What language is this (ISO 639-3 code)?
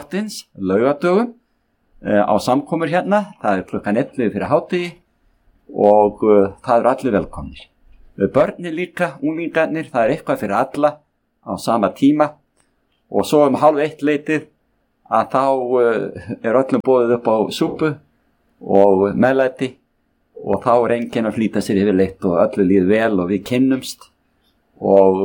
isl